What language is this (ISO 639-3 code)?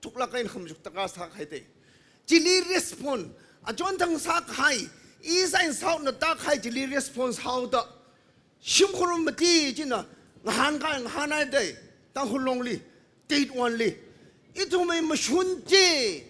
nmf